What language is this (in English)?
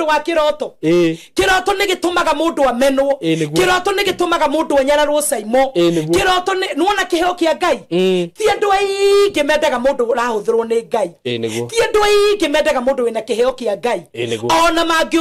Kikuyu